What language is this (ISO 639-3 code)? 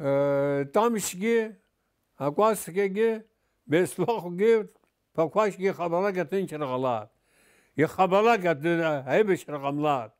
abk